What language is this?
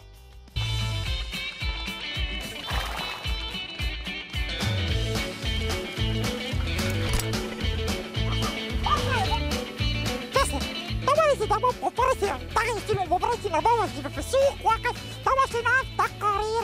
Arabic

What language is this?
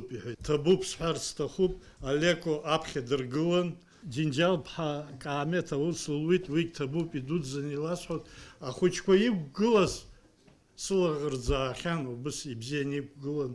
Abkhazian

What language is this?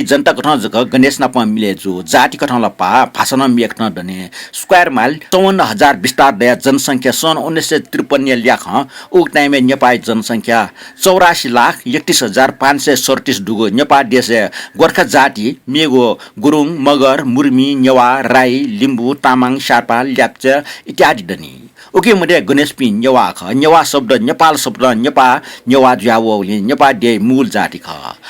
Newari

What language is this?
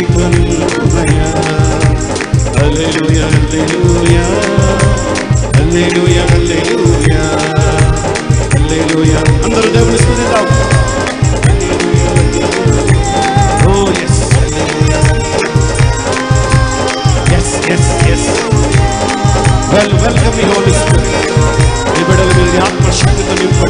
Telugu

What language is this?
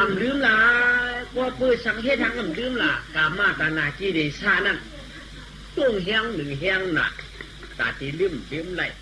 Shan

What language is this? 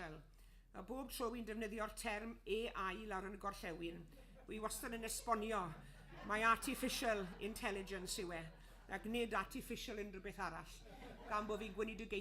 Welsh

